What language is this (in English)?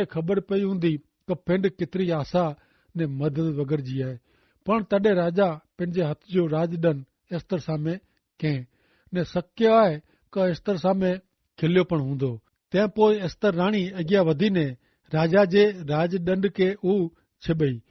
Kachhi